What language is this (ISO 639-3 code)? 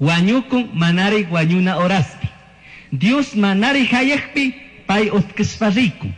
qug